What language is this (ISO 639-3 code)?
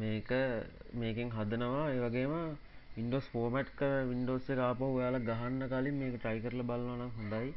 sin